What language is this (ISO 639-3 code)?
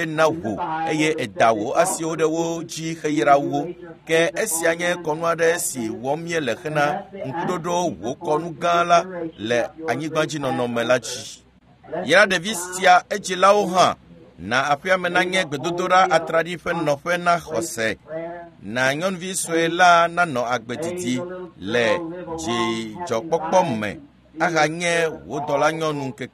ewe